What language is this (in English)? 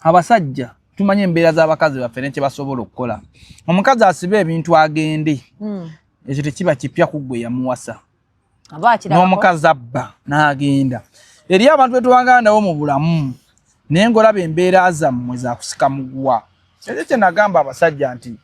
Ganda